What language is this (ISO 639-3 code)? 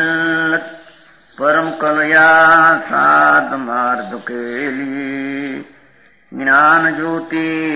guj